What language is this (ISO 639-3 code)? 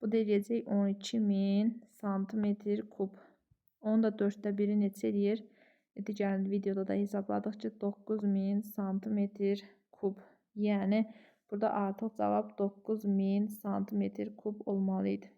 aze